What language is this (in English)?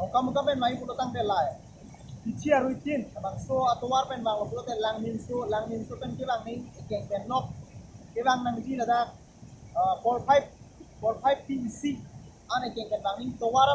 Karbi